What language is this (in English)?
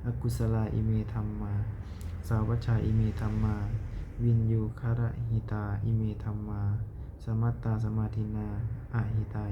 Pali